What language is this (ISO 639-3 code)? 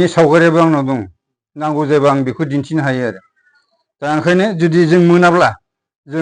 brx